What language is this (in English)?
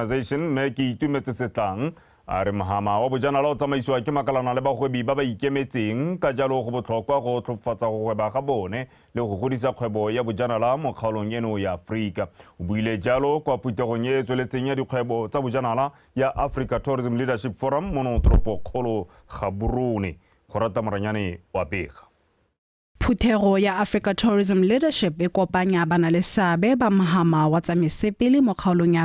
Tswana